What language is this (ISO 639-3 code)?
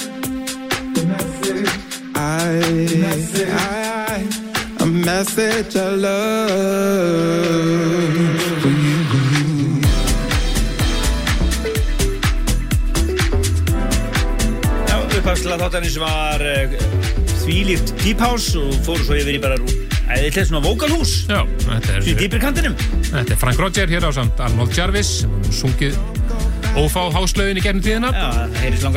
isl